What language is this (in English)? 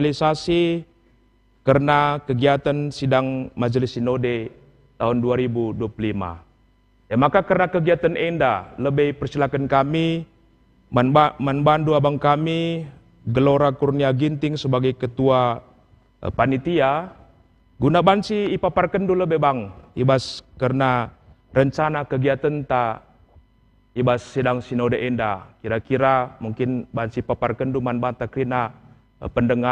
Batak Karo